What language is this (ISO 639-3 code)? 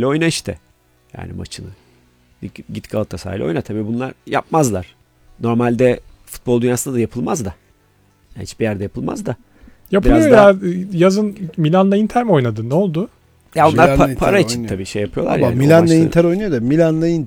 tur